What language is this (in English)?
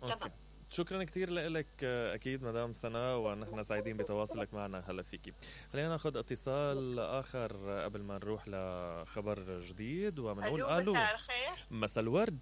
Mesopotamian Arabic